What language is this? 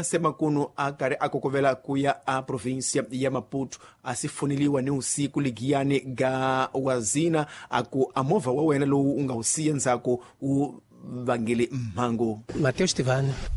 Tsonga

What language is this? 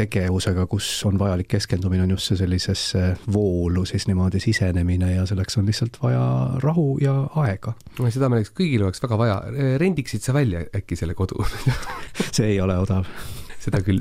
Estonian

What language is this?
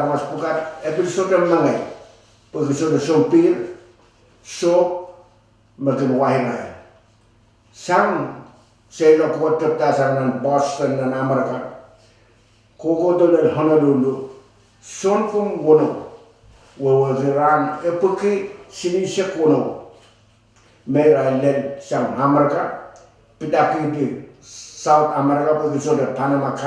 Pohnpeian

